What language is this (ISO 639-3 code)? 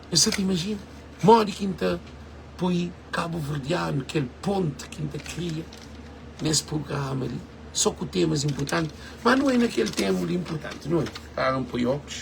kea